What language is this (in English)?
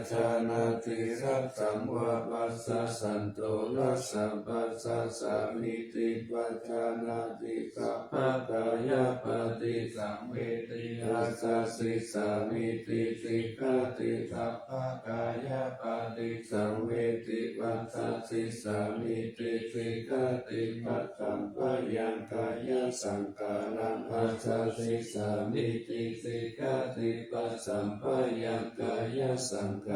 Pali